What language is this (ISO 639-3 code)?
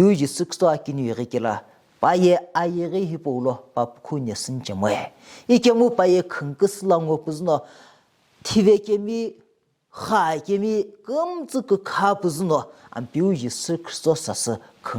nsm